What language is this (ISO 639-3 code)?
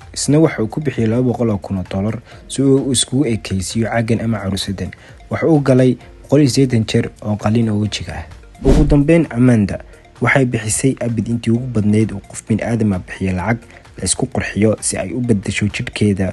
som